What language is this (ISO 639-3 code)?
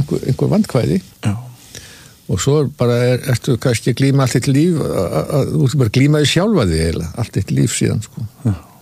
isl